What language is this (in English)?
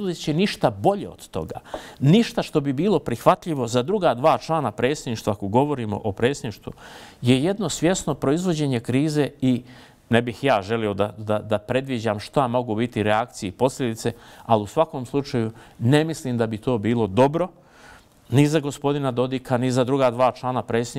Bosnian